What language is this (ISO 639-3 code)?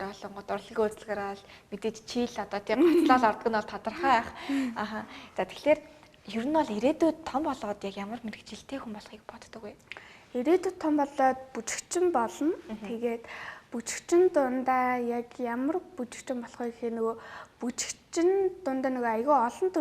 mon